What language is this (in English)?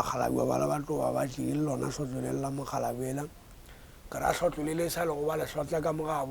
Northern Sotho